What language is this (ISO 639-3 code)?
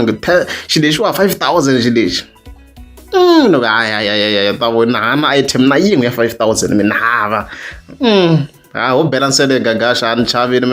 tso